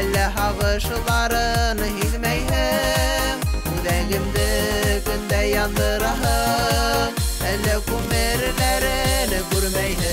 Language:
Bashkir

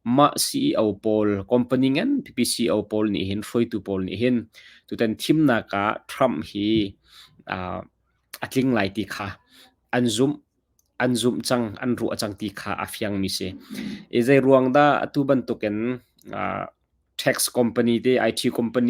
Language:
Hakha Chin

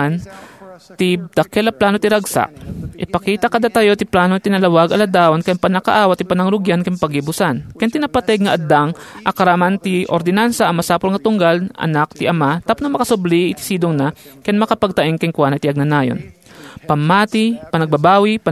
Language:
Iloko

